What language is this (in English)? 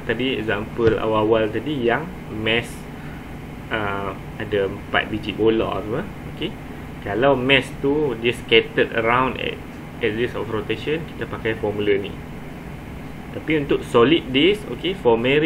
Malay